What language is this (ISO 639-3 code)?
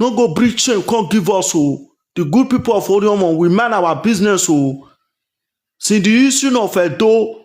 pcm